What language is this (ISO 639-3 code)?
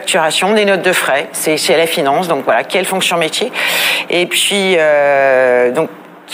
fra